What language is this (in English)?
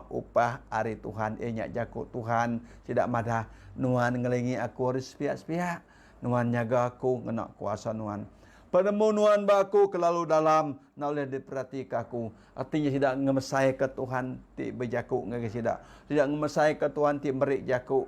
Iban